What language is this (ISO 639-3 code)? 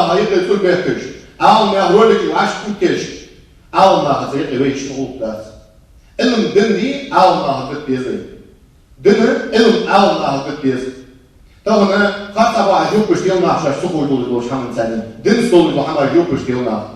inh